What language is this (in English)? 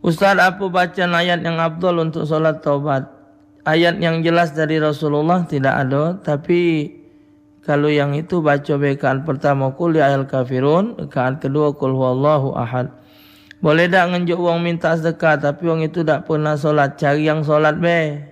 Musi